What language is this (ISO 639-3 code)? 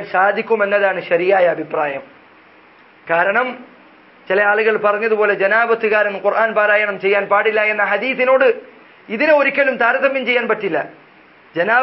mal